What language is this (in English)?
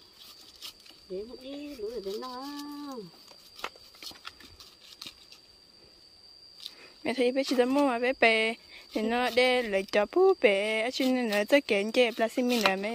Vietnamese